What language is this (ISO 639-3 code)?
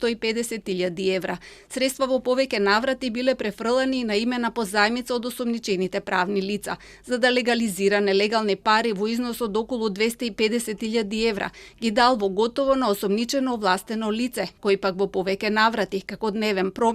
mkd